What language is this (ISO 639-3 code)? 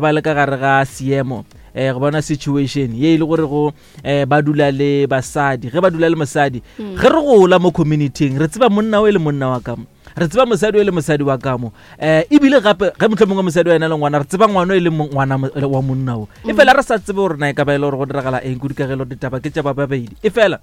nso